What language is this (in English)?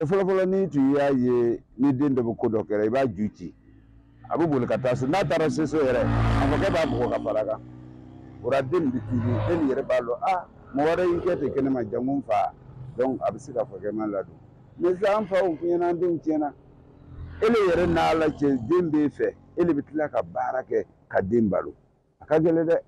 Bambara